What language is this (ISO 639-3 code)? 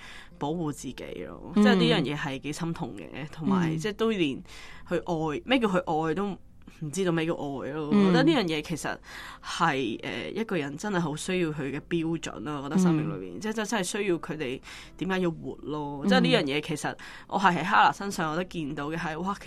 yue